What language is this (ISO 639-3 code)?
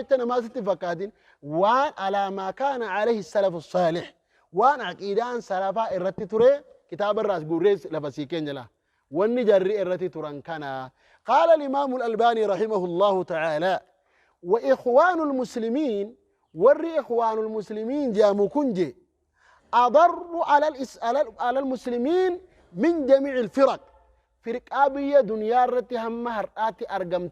orm